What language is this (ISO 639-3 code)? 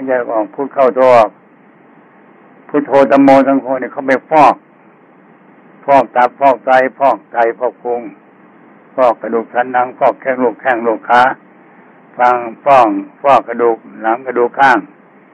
tha